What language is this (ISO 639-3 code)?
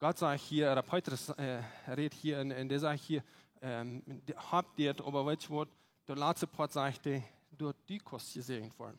pdt